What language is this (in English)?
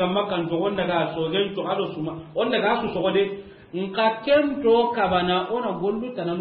Soninke